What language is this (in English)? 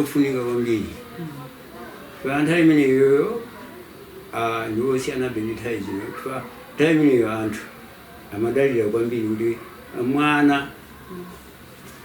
Nyanja